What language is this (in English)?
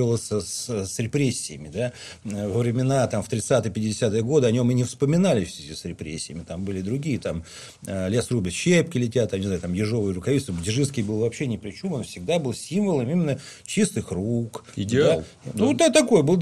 Russian